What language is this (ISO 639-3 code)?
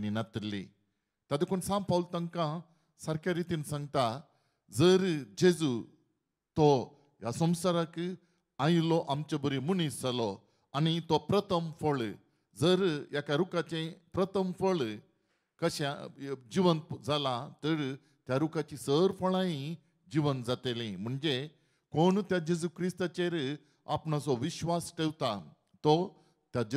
kok